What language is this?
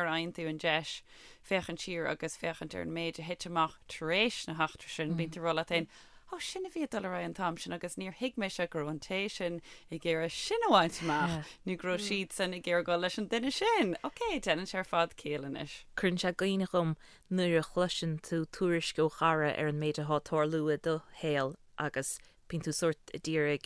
Irish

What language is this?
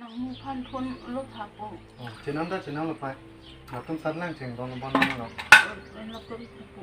Karbi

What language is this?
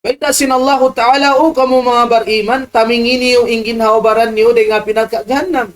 Tausug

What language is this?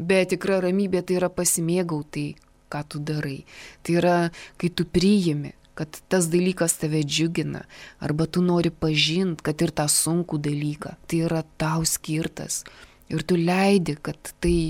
Lithuanian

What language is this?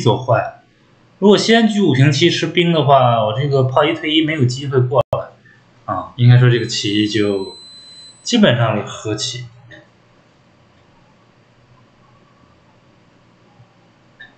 Chinese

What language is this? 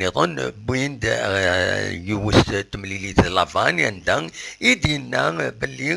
Kabyle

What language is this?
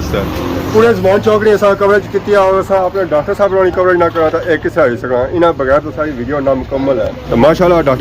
Pahari-Potwari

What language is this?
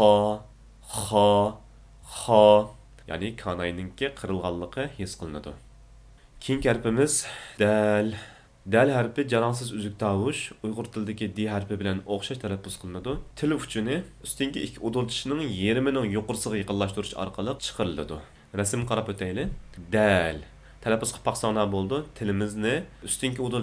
Uyghur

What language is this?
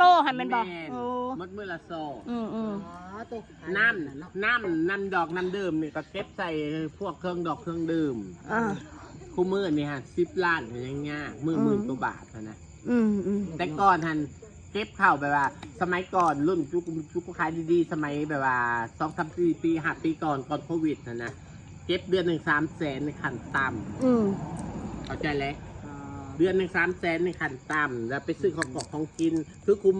Northeastern Thai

